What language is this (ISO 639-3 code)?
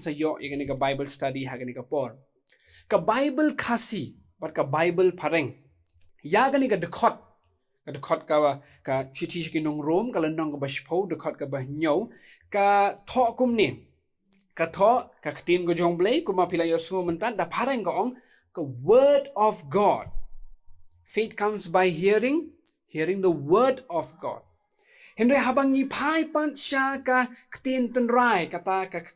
kha